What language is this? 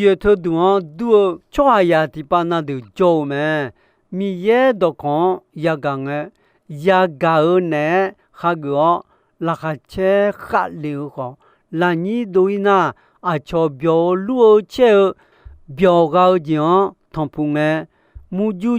Akha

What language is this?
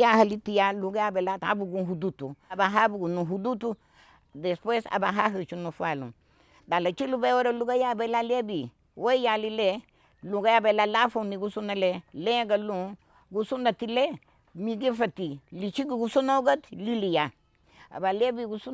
Garifuna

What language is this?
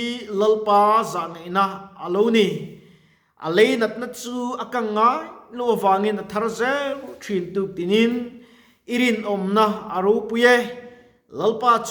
Mizo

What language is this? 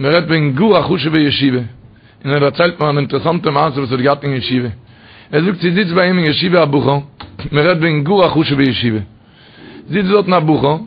Yiddish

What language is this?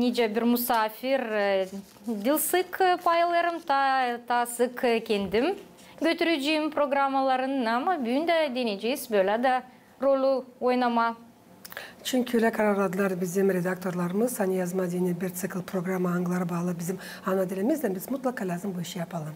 Gagauz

